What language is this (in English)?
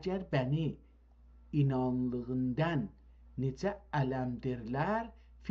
South Azerbaijani